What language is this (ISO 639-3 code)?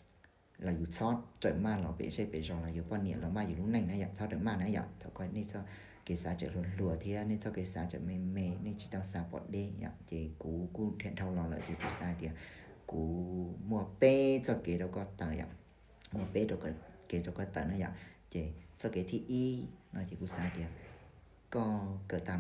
hmn